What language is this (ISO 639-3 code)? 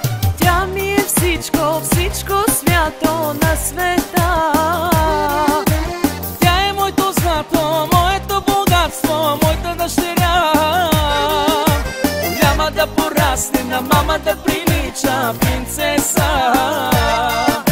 bul